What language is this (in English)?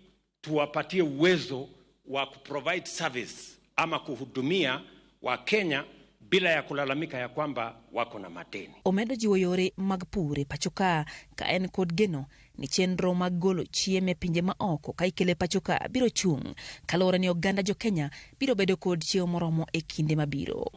Luo (Kenya and Tanzania)